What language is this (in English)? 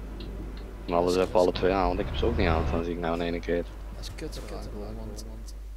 Dutch